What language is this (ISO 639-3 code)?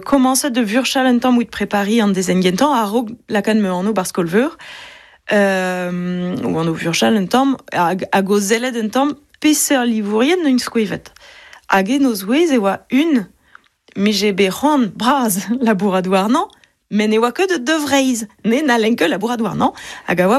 bre